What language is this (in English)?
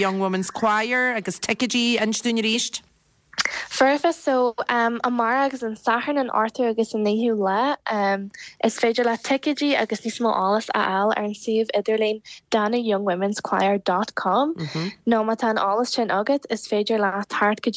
Irish